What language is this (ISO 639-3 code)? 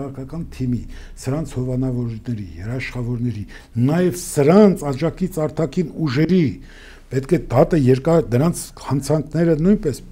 hye